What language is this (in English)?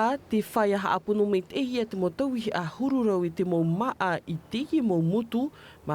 Tahitian